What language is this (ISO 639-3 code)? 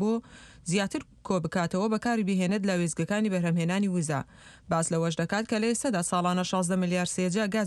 ckb